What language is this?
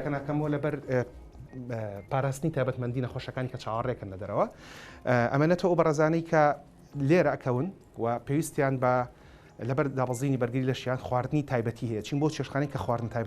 Central Kurdish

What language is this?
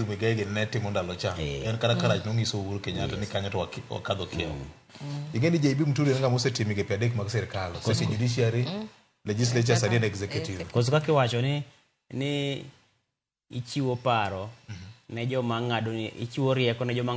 Luo (Kenya and Tanzania)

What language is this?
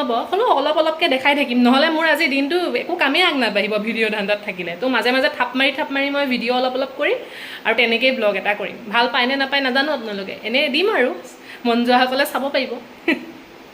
Assamese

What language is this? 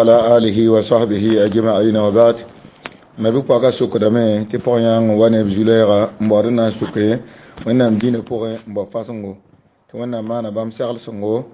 Mossi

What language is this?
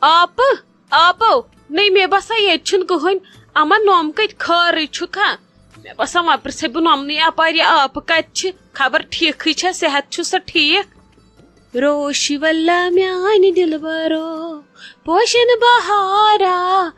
Kashmiri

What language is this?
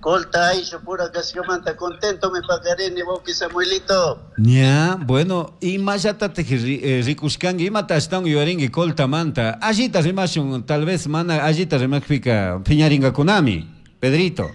Chimborazo Highland Quichua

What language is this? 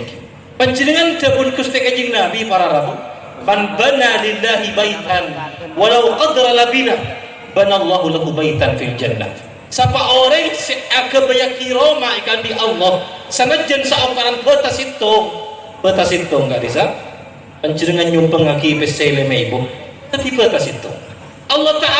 Madurese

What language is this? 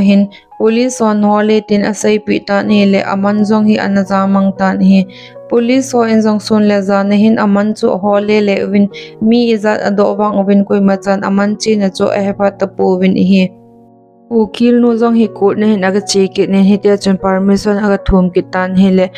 Thado Chin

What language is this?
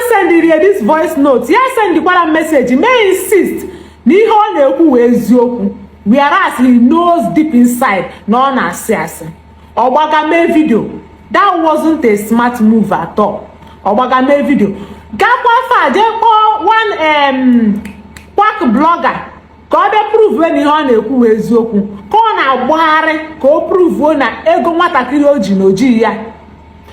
Igbo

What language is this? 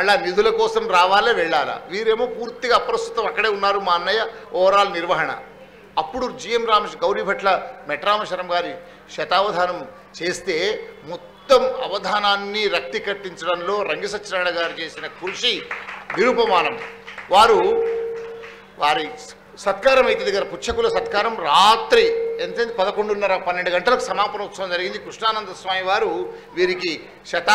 Telugu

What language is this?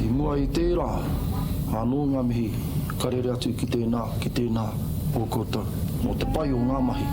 Māori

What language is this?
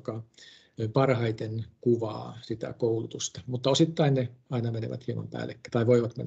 Finnish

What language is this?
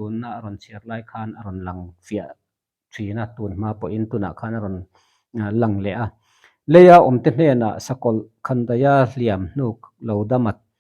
Mizo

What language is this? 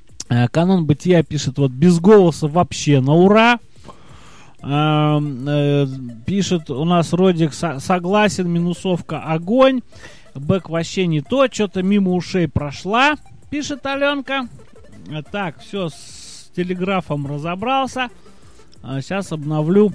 Russian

